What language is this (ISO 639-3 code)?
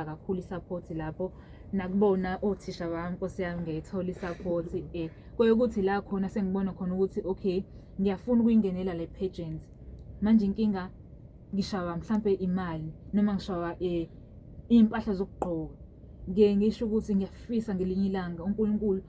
zul